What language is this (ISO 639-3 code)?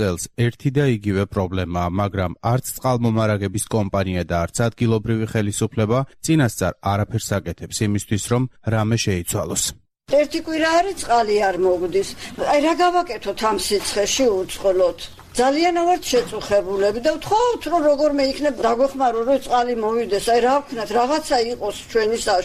kat